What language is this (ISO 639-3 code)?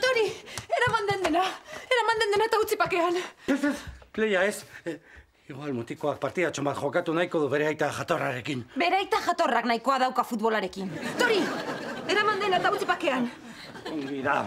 eus